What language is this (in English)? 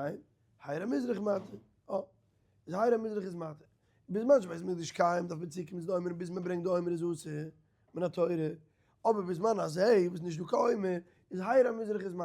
Yiddish